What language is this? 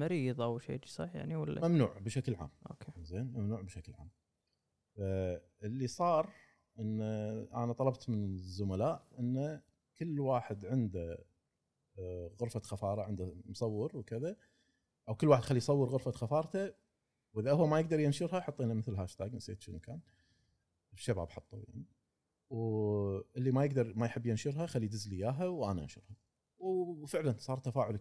Gulf Arabic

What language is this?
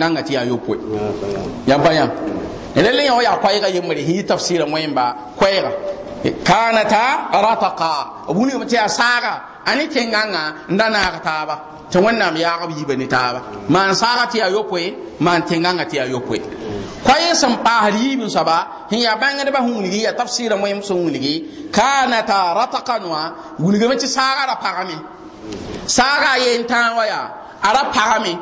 Mossi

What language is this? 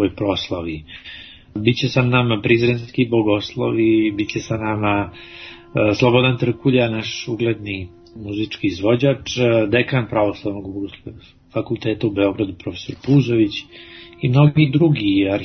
Serbian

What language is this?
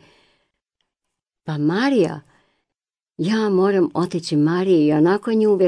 Croatian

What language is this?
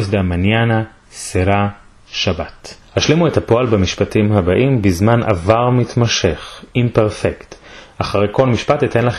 Ladino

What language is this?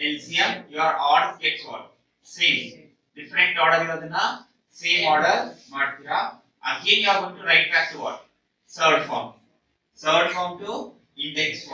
Kannada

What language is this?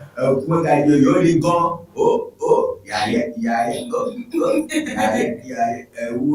Ewe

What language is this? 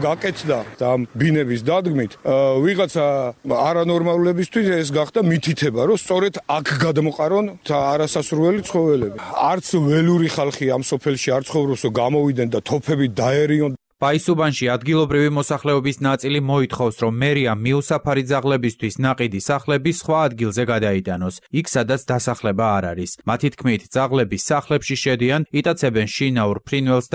Georgian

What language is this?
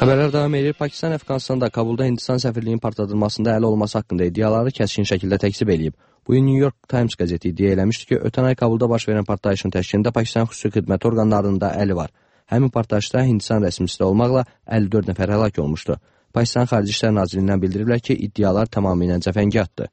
Azerbaijani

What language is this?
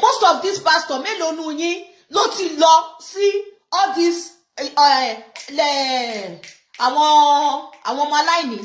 Yoruba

